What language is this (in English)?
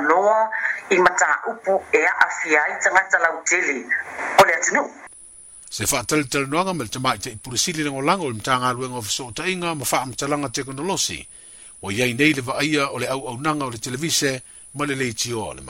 Samoan